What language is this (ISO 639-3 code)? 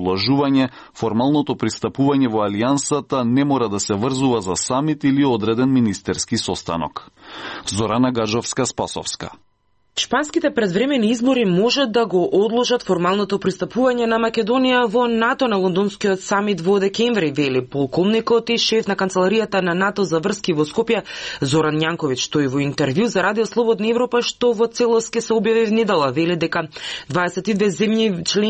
mkd